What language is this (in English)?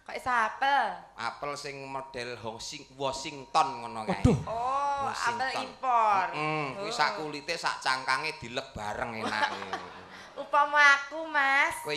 Javanese